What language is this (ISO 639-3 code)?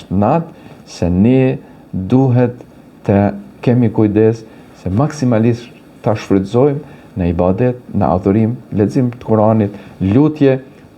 sqi